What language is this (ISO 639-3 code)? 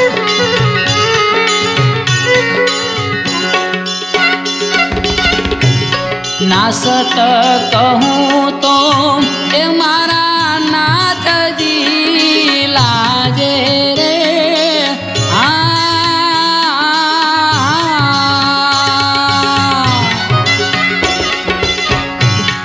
guj